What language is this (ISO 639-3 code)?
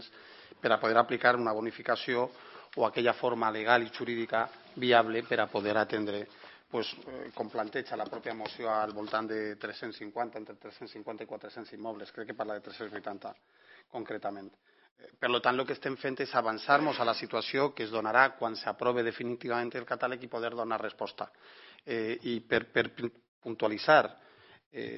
cat